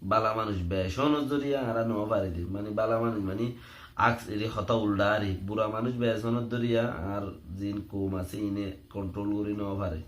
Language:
Rohingya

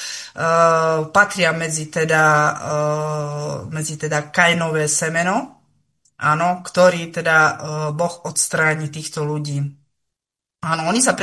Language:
Slovak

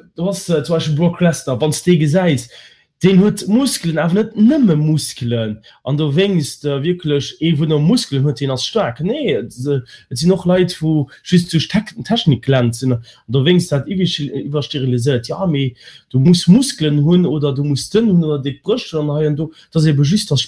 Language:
Luxembourgish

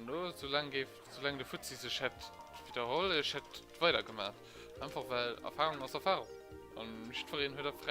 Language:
Luxembourgish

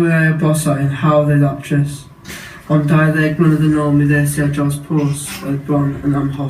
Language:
Welsh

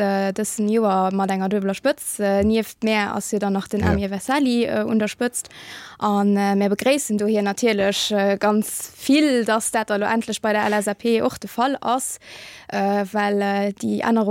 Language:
Luxembourgish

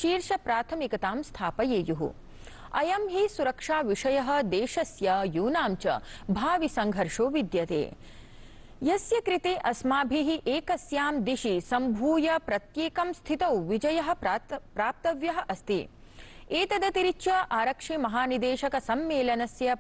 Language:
Sanskrit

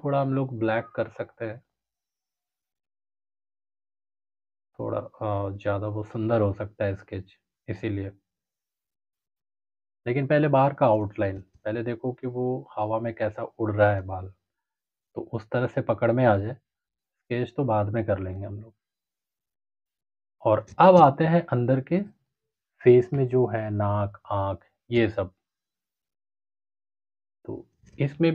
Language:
Hindi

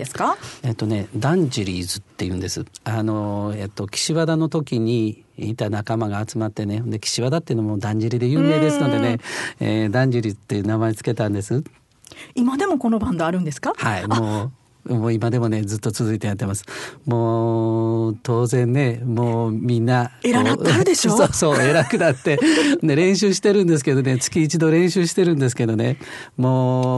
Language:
Japanese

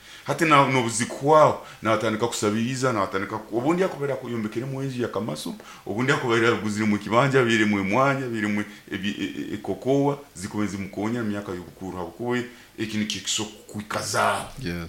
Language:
Nyoro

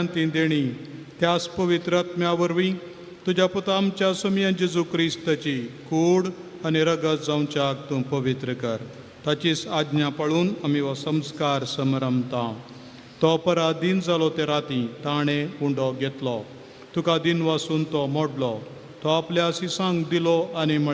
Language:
Konkani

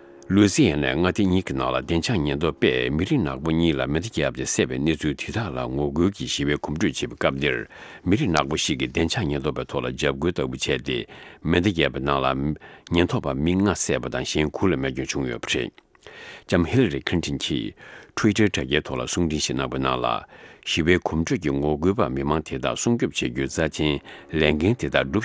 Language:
Tibetan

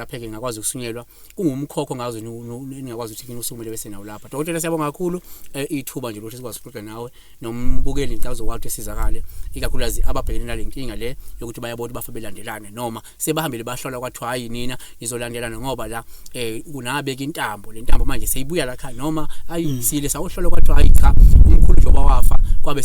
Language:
Zulu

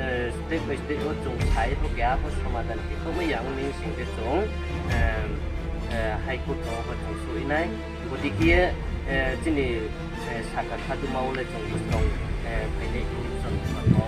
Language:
Riang (India)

